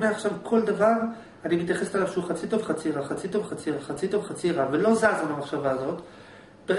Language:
Hebrew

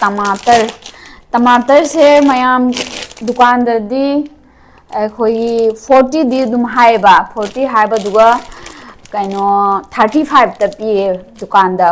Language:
Manipuri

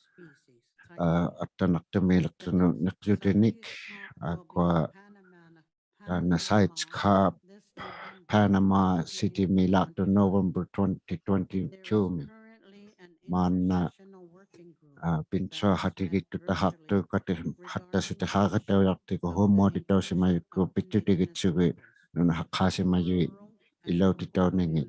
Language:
Inuktitut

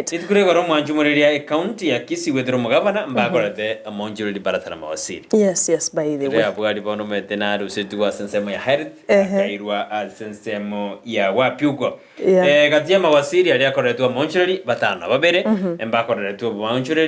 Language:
Gusii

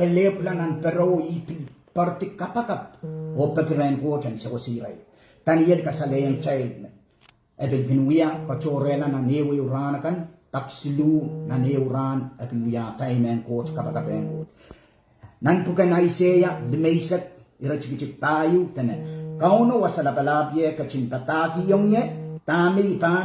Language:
Pohnpeian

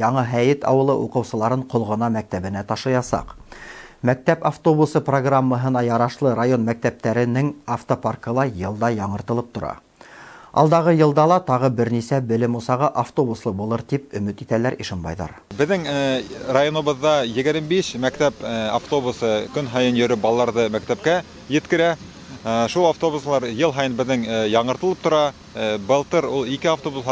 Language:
Bashkir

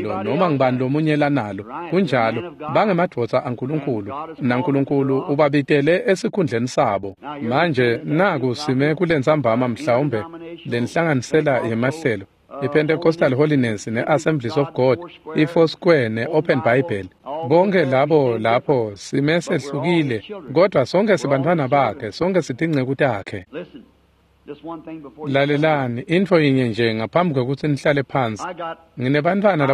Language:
Swati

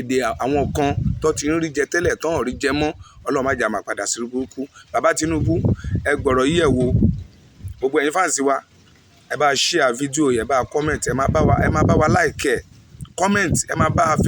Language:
Yoruba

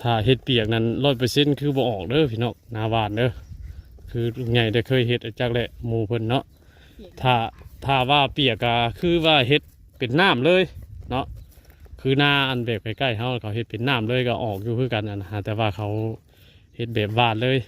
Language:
Northeastern Thai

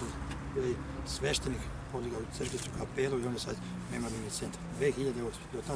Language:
Bosnian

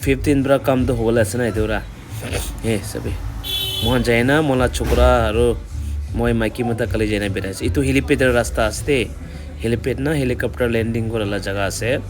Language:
Naga Pidgin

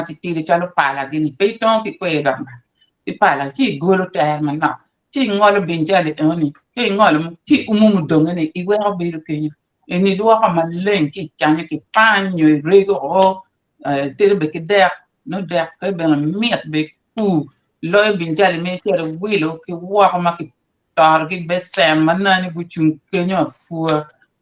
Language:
Acoli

